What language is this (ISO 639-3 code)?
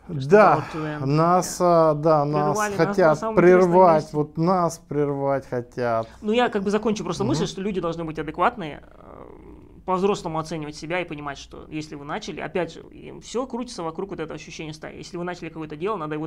rus